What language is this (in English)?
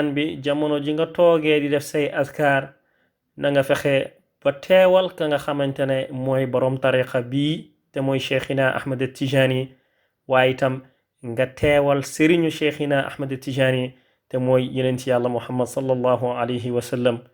Wolof